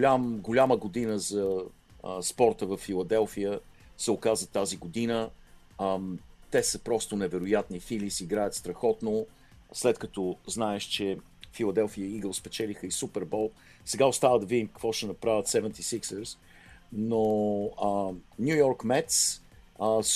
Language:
Bulgarian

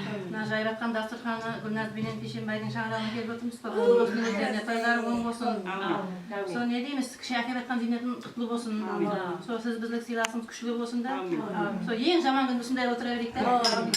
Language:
Kara-Kalpak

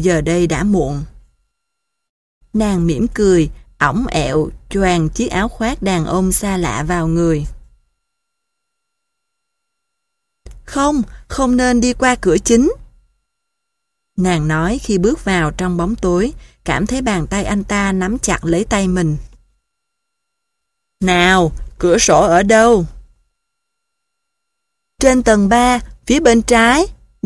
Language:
Vietnamese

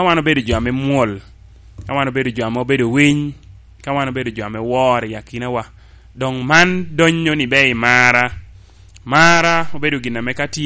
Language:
Lango (Uganda)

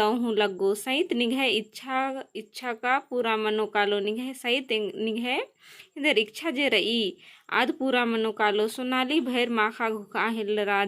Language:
Kurukh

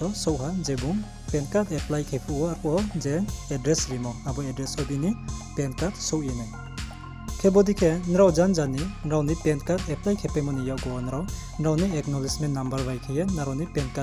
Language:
Riang (India)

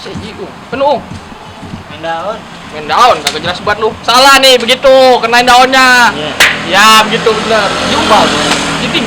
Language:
Betawi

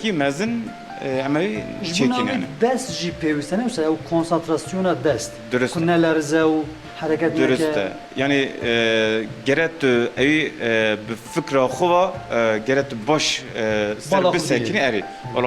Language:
Kurdish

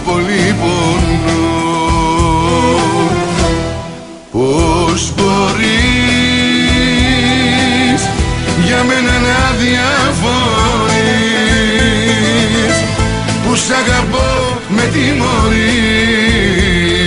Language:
Greek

